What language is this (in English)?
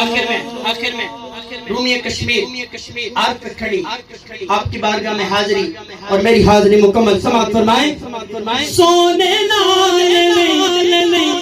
Pahari-Potwari